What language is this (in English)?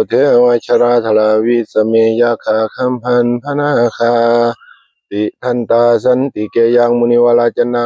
Northeastern Thai